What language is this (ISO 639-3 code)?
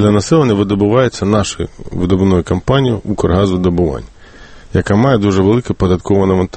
ukr